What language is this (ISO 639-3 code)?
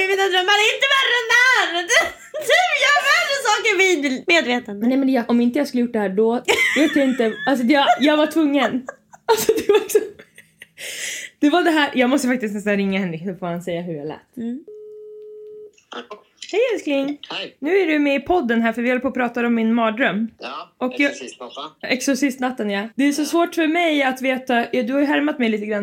swe